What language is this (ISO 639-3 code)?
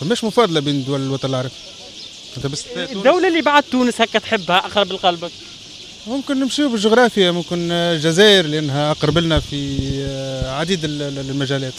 aeb